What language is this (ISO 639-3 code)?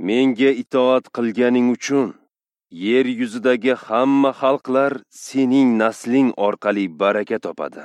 uzb